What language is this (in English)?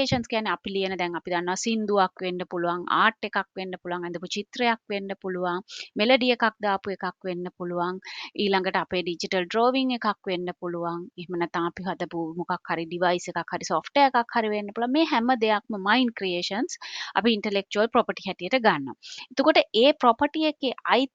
Sinhala